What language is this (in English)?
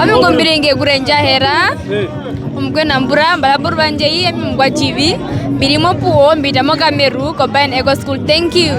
Herero